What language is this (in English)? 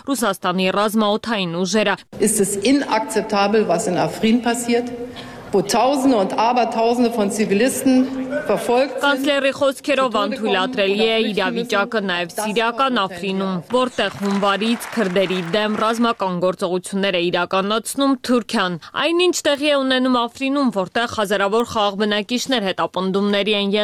Armenian